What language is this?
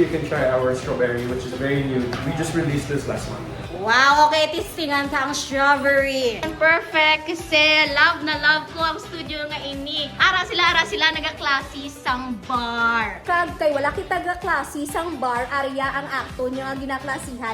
Hiligaynon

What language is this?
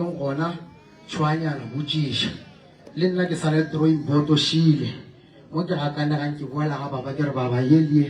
Northern Sotho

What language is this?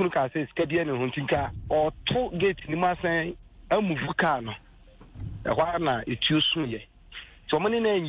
Akan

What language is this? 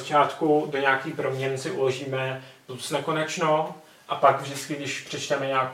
Czech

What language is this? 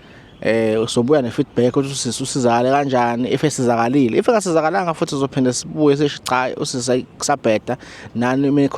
Zulu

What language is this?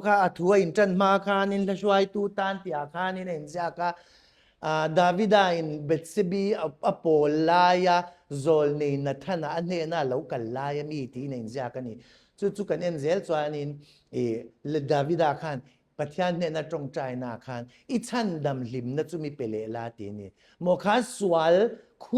Mizo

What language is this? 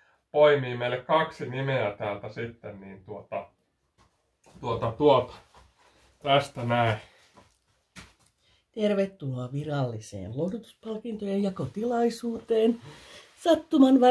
Finnish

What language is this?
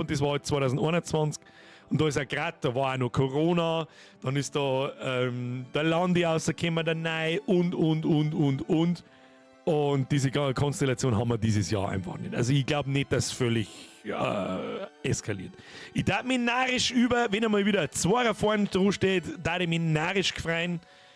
Bavarian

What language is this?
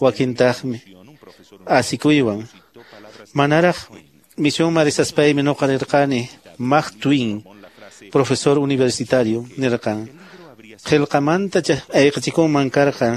Quechua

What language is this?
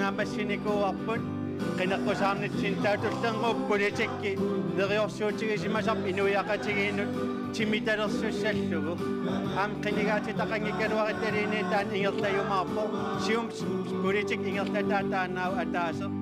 Kalaallisut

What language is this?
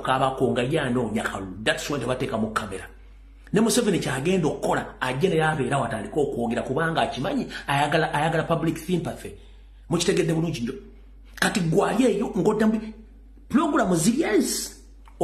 Ganda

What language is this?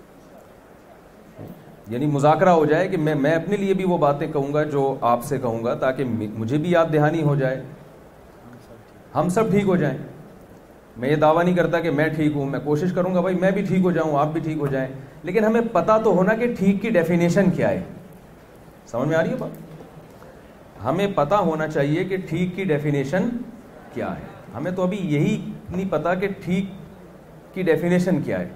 Urdu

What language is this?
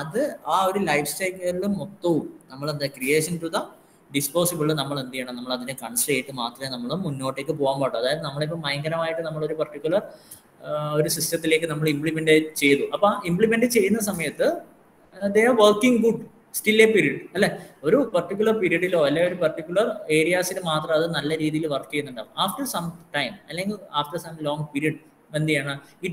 Malayalam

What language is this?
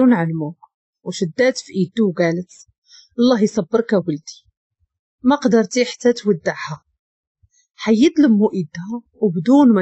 Moroccan Arabic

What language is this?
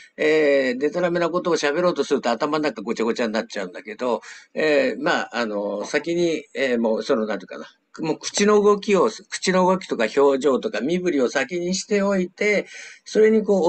Japanese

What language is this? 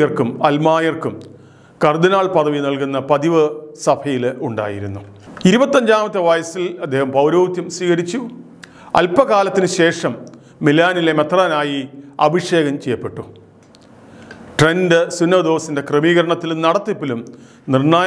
Malayalam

